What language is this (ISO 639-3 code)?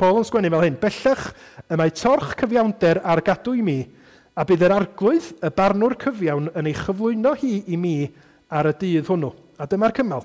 cym